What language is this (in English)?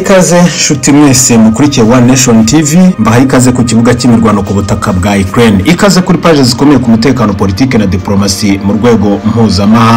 Kinyarwanda